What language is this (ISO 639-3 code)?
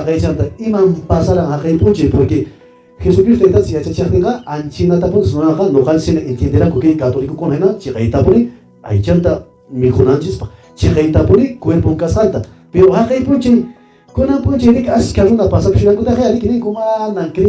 que